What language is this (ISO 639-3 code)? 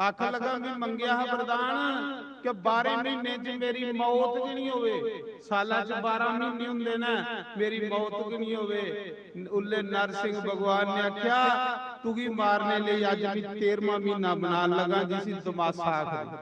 doi